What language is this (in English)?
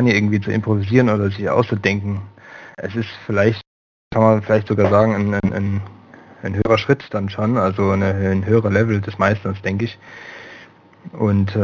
German